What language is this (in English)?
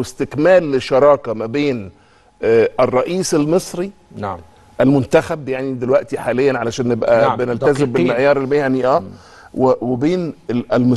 Egyptian Arabic